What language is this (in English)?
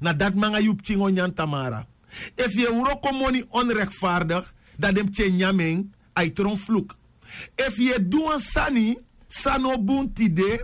Sranan Tongo